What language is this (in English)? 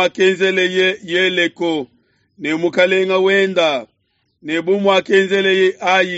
Luba-Lulua